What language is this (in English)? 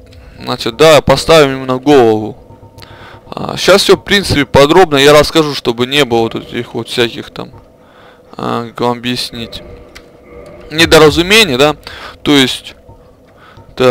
Russian